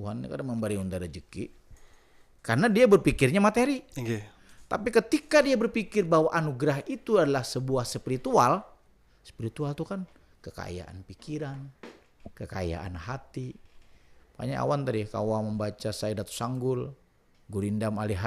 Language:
Banjar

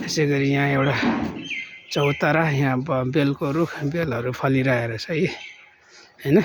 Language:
Nepali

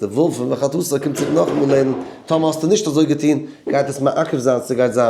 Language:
Yiddish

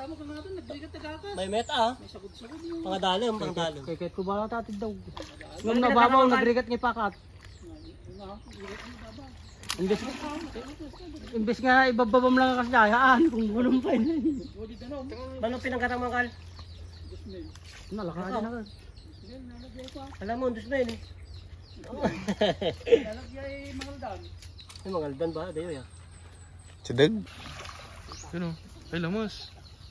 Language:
Filipino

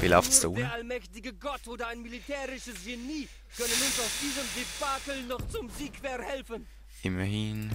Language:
Swiss German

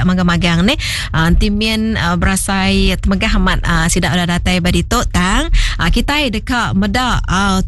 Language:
Iban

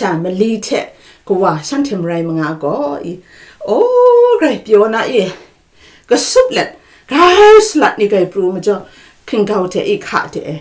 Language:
Kachin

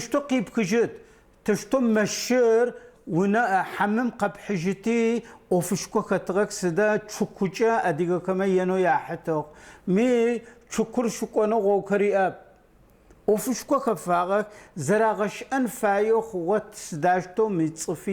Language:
Adyghe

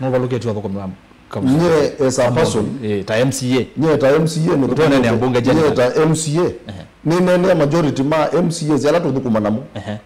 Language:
Kamba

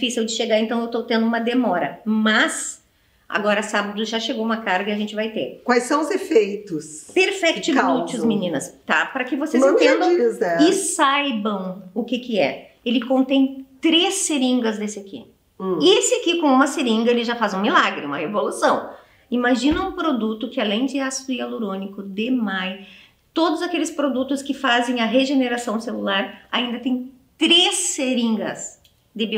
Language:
Portuguese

